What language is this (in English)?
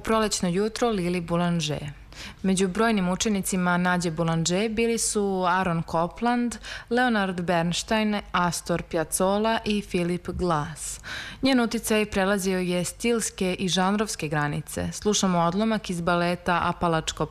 Serbian